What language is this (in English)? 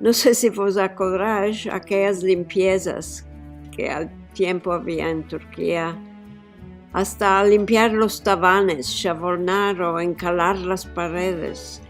Ladino